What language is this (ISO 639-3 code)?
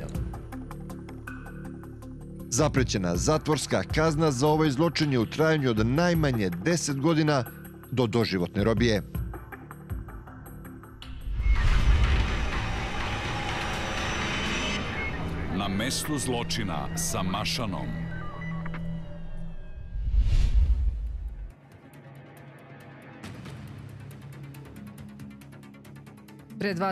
srp